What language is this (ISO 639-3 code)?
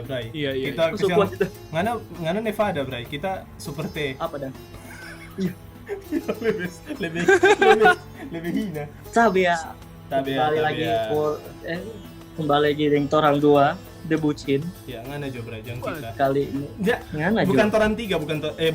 xmm